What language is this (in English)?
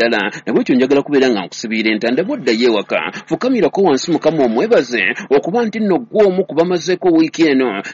Ganda